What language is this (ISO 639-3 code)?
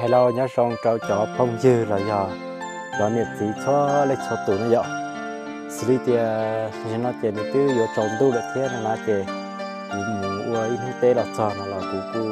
hmn